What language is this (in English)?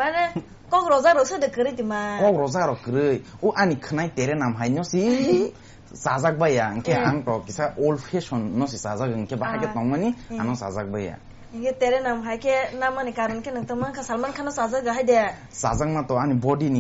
Kok Borok